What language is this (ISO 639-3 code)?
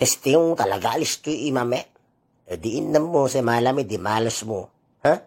itv